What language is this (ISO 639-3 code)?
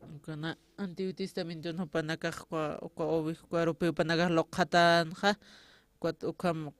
aym